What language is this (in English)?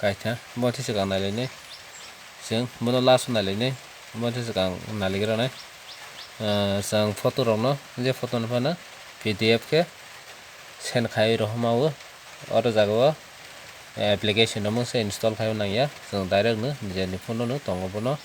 Kok Borok